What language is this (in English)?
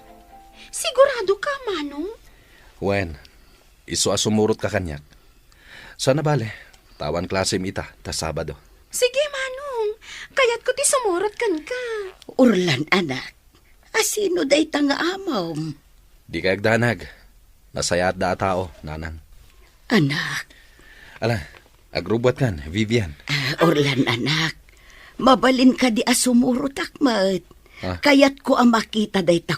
Iloko